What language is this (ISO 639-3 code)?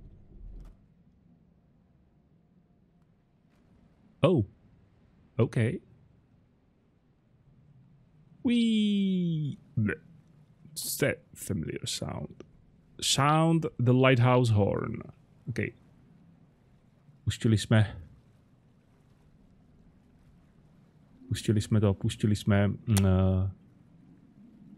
ces